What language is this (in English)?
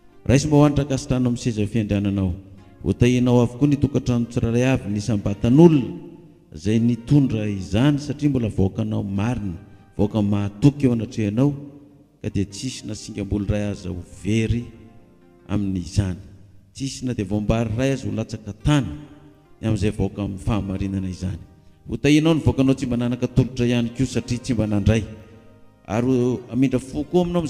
Malagasy